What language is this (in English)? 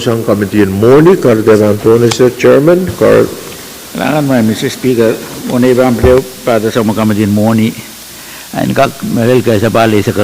Pohnpeian